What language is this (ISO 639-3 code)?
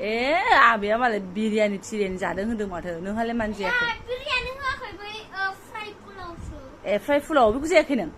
brx